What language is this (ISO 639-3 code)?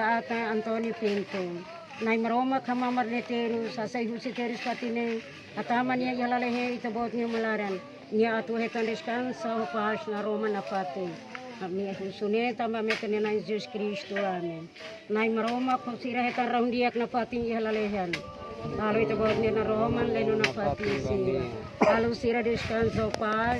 tet